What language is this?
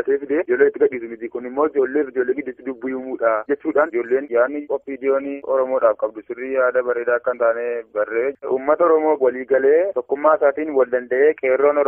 Oromo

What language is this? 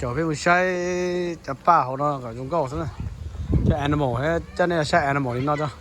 Hmong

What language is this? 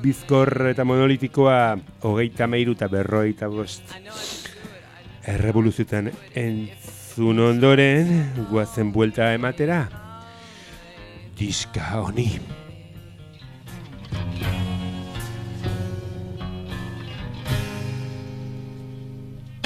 Basque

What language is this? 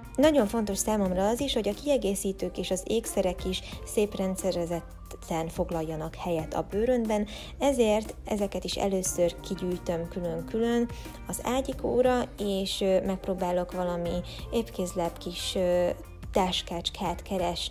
Hungarian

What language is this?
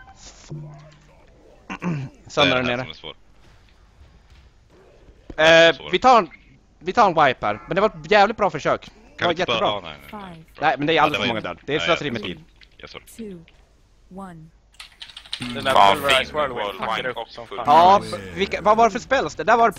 Swedish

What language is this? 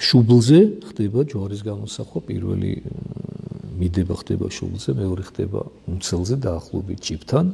Georgian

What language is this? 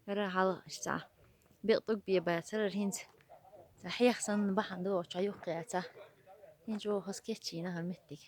Chechen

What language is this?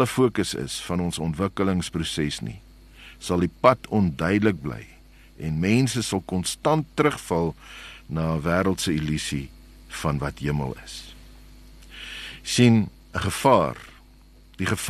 Afrikaans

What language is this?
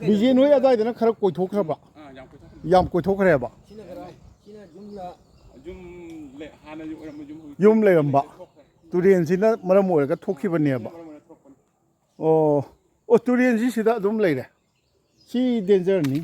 Manipuri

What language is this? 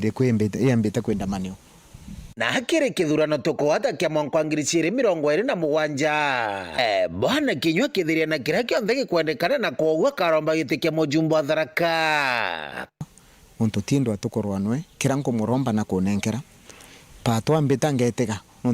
Meru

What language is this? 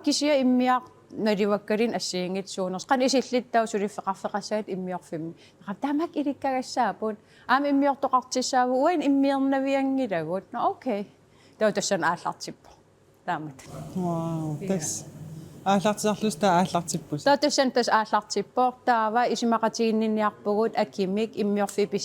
Kalaallisut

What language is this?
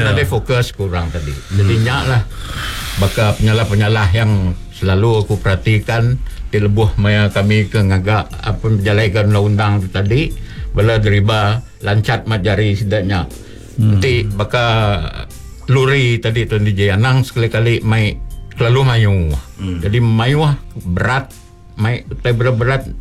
Iban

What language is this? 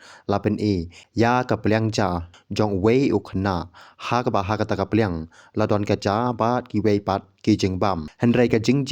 Khasi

